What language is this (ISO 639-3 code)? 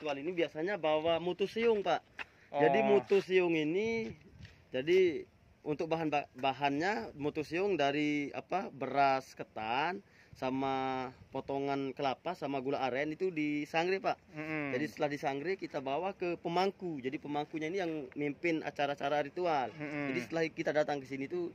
ind